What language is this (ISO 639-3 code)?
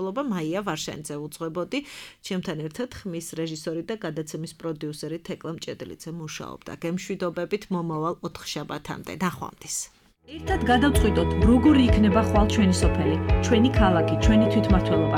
kat